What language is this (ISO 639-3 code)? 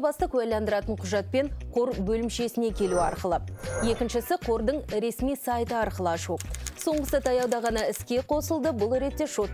kaz